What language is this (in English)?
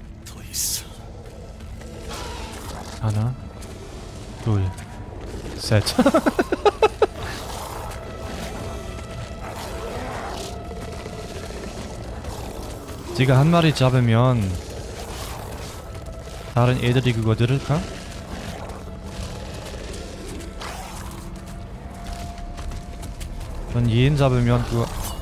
Korean